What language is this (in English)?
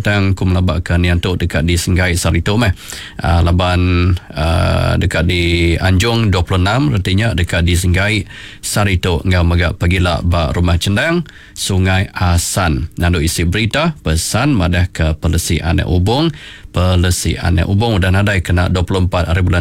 Iban